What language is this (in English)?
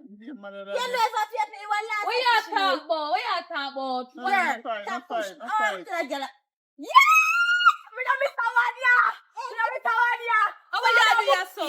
Jamaican Creole English